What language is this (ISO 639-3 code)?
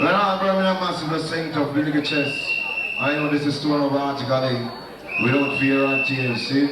jam